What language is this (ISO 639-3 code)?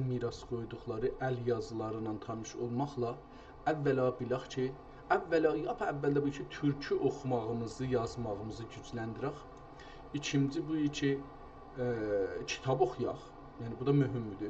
azb